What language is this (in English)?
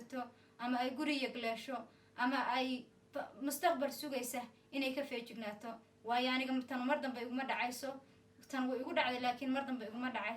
Somali